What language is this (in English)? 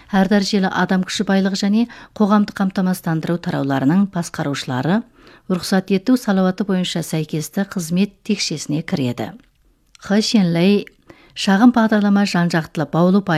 Kazakh